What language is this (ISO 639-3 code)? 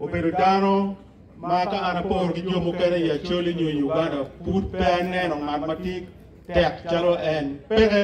ach